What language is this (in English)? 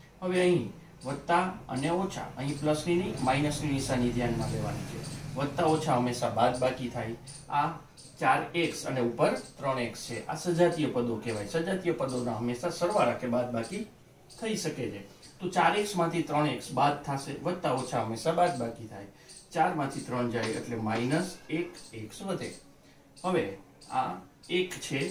Gujarati